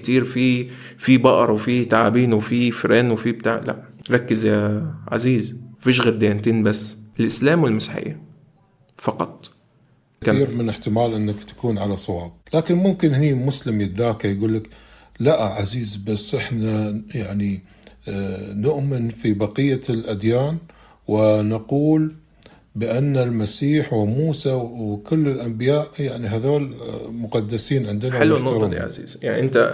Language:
Egyptian Arabic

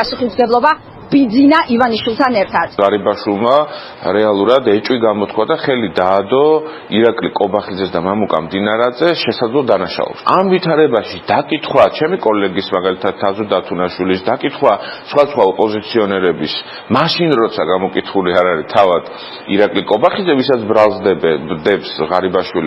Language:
Georgian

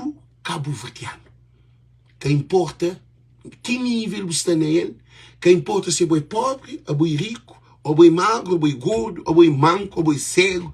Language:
Kabuverdianu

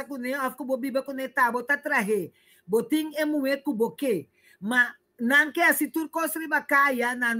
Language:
Papiamento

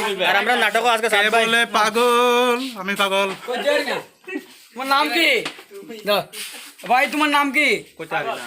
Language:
Sylheti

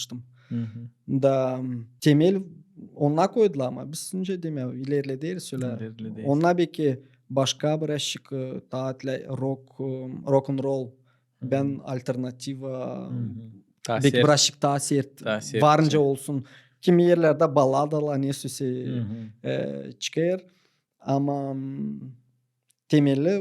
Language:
Gagauz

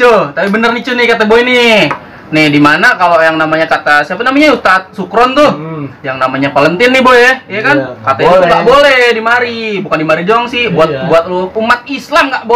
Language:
Betawi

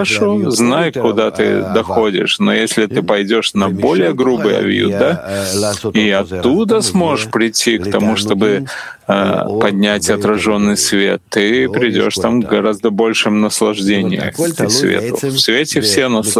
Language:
Russian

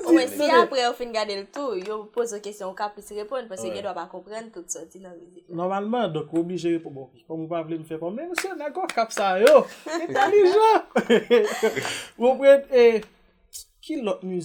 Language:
Haitian Creole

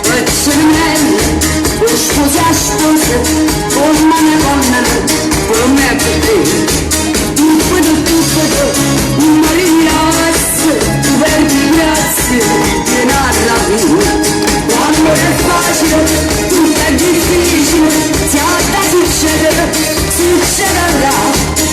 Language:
Neapolitan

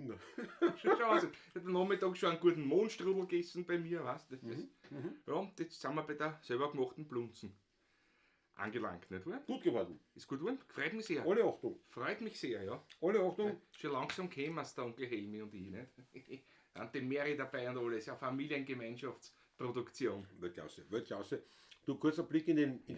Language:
Bavarian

